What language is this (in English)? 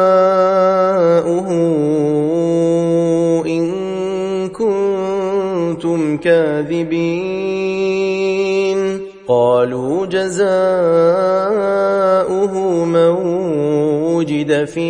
Arabic